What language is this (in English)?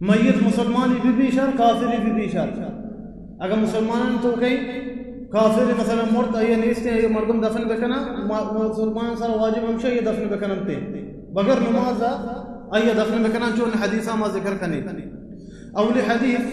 Baluchi